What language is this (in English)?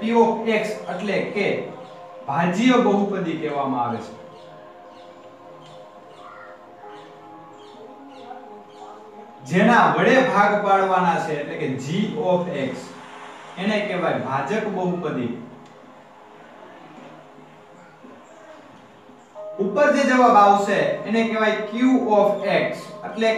Gujarati